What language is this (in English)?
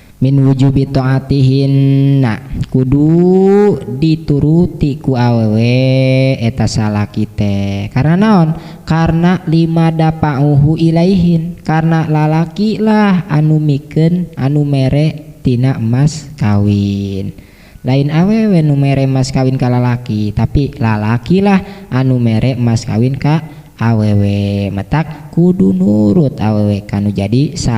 Sundanese